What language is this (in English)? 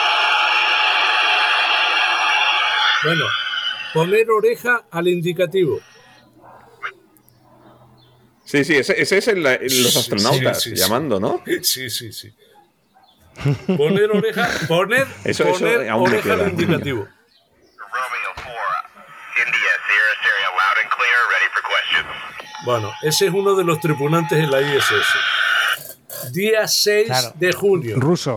Spanish